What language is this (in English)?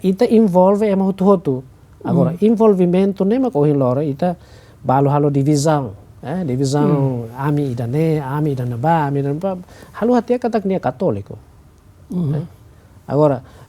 Tetum